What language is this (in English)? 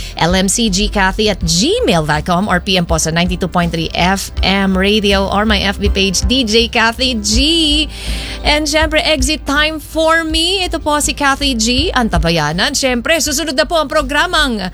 Filipino